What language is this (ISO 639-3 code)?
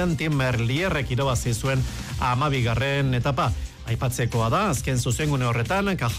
eus